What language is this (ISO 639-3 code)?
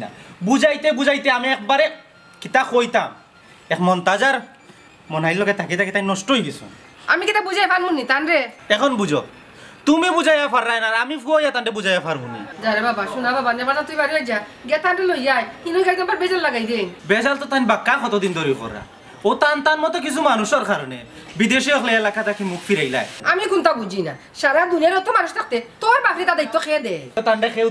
syl